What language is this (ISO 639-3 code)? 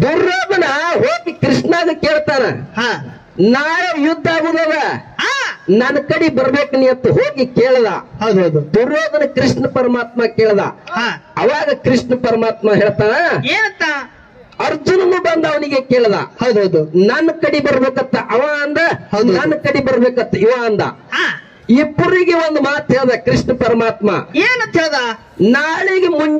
kan